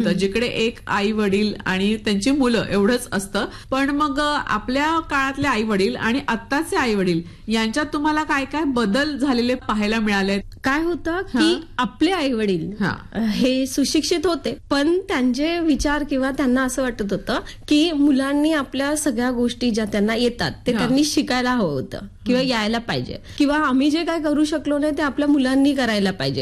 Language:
Marathi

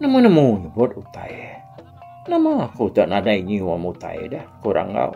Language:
Iban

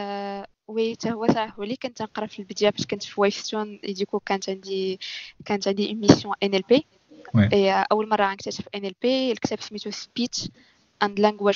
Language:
Moroccan Arabic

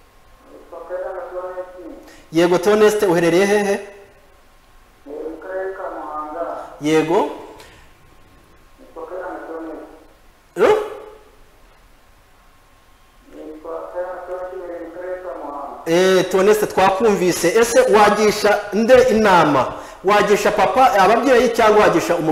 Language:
Kinyarwanda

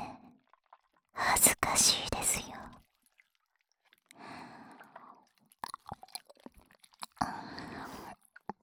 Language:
Japanese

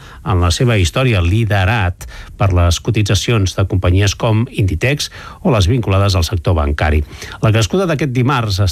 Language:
Catalan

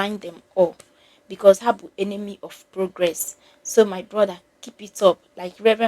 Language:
Igbo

